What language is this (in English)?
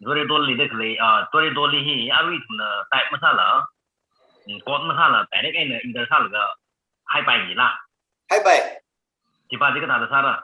Tangkhul Naga (India)